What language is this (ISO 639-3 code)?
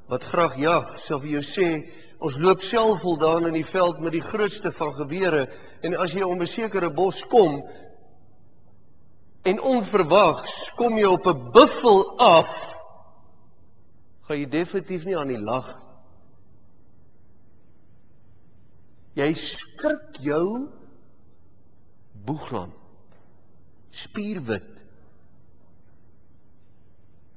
afr